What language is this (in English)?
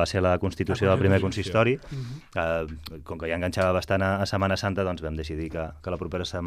Catalan